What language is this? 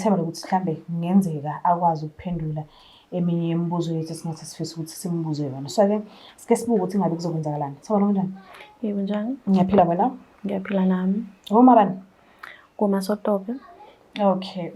Zulu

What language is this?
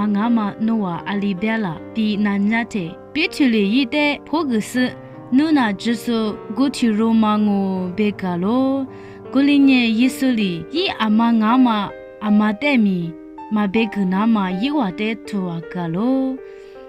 Lisu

